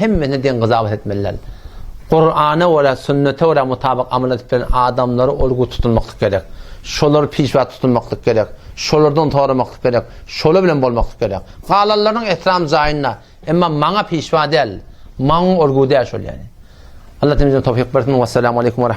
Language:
Turkmen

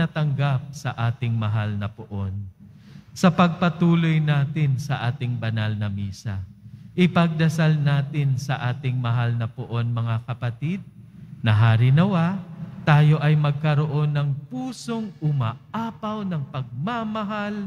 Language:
Filipino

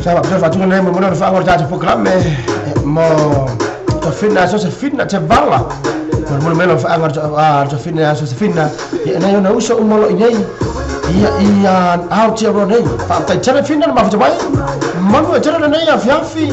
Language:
Samoan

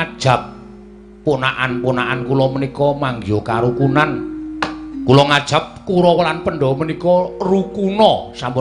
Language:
Javanese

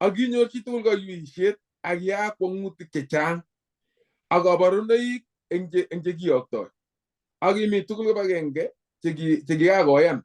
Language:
Kalenjin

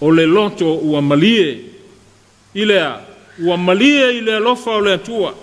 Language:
Samoan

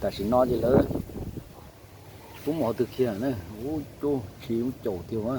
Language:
Hmong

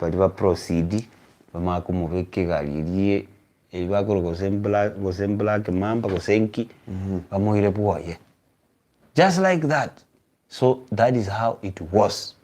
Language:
Gusii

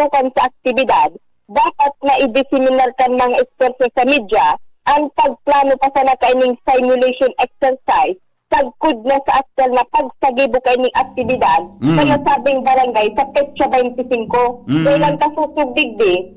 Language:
Bikol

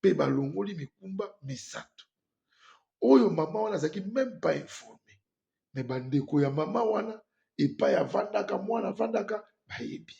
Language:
Lingala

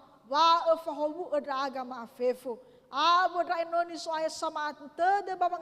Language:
Nias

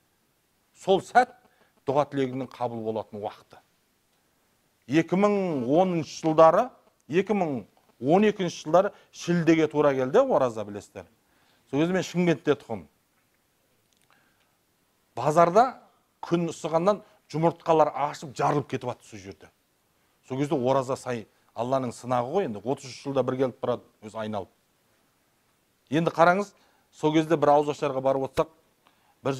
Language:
Kazakh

